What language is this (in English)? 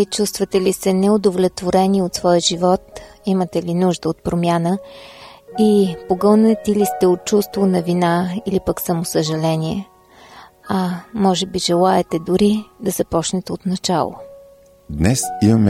Bulgarian